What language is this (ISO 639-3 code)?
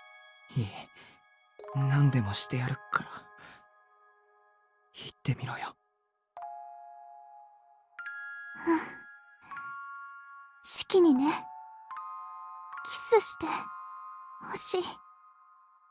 jpn